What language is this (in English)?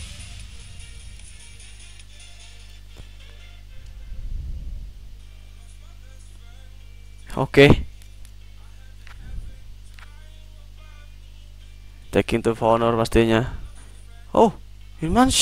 Indonesian